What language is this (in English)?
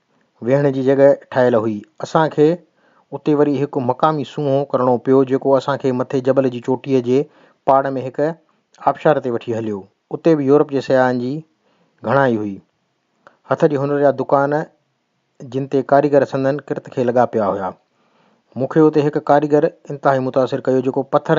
Sindhi